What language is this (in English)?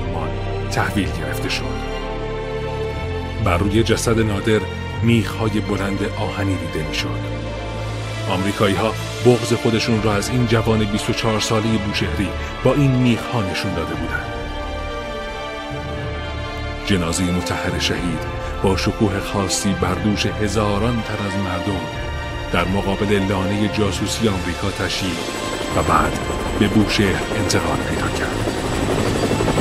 Persian